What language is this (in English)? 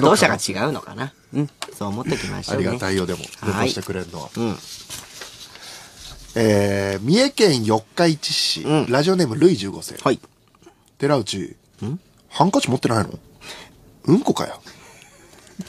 Japanese